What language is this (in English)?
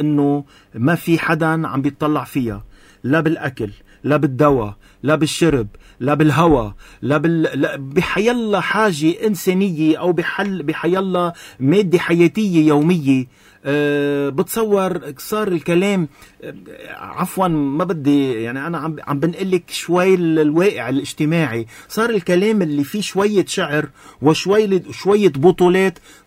North Levantine Arabic